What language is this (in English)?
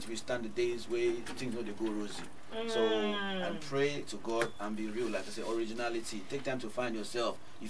Nigerian Pidgin